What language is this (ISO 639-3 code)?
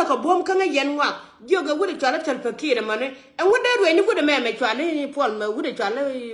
nus